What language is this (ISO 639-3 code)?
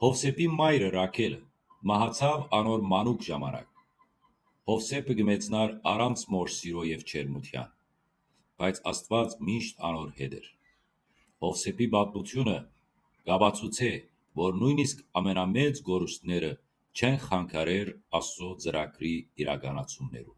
hyw